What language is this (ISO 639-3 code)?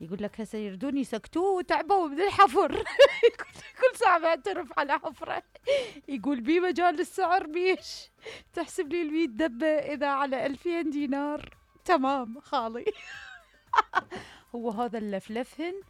acm